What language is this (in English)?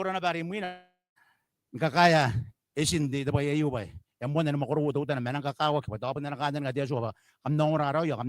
Gilbertese